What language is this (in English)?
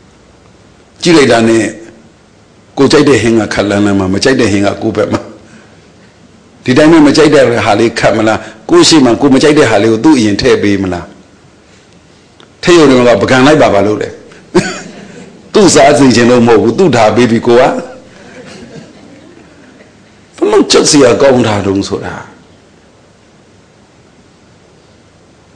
Burmese